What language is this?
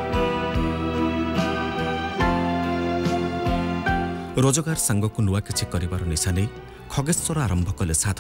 Odia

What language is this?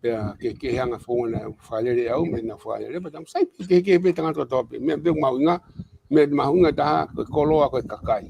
Tongan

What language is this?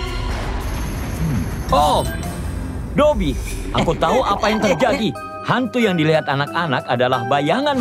Indonesian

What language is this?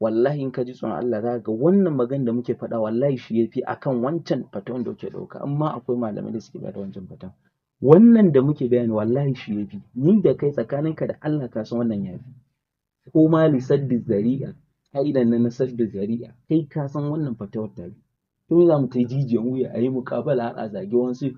Hausa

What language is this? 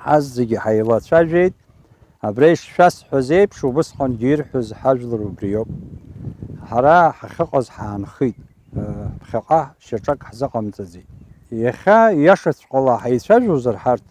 Abkhazian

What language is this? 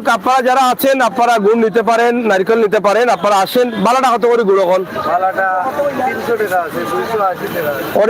Sylheti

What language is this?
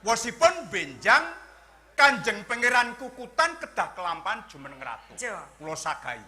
Javanese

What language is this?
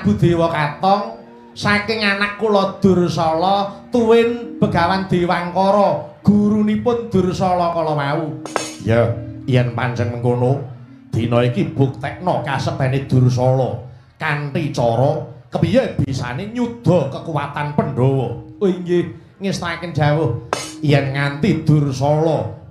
Javanese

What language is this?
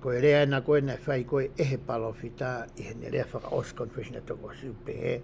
Tongan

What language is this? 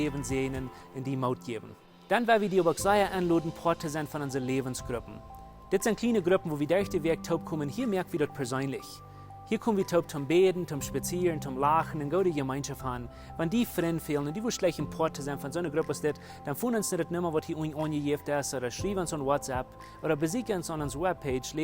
Plautdietsch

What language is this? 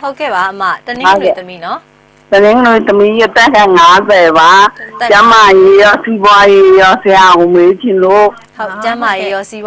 Burmese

